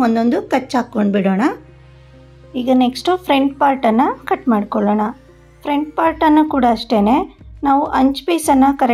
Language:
Kannada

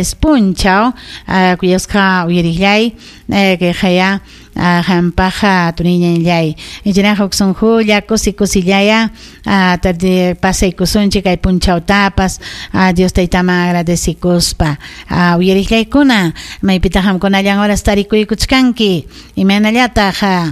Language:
Ayacucho Quechua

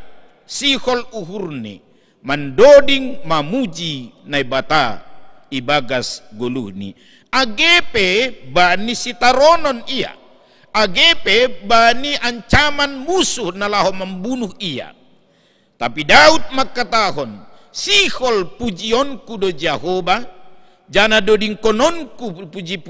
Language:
Batak Simalungun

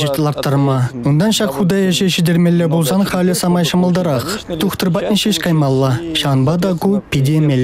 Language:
Chuvash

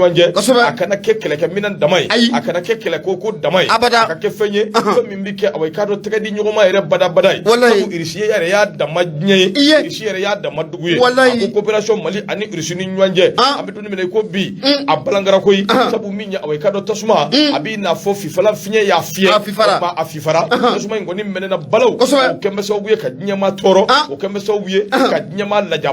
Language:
Bambara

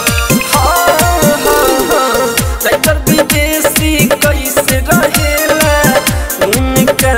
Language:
Bhojpuri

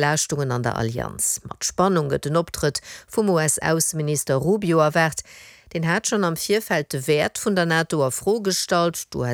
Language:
Luxembourgish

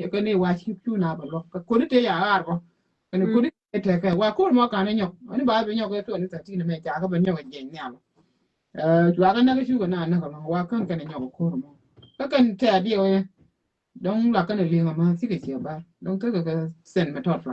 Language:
Nuer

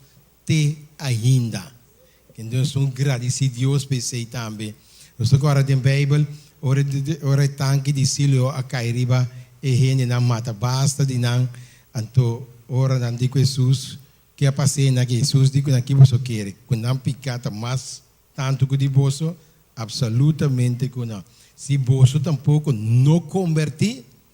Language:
Papiamento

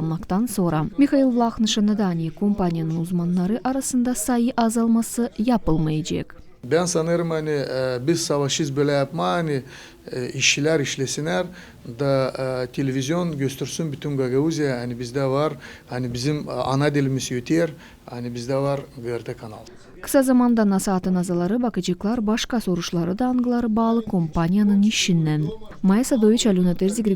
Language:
Gagauz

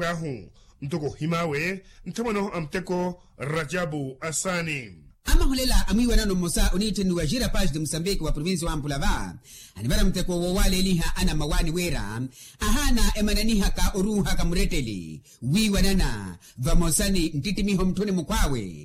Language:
Makhuwa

